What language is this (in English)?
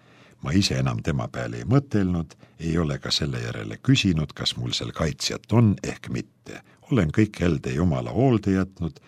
Estonian